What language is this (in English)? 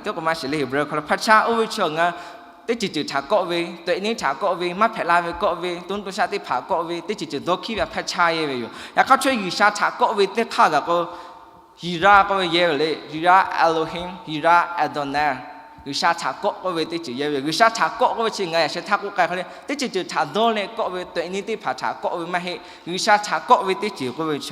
Lahu